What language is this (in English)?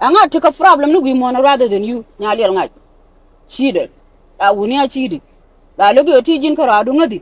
Nuer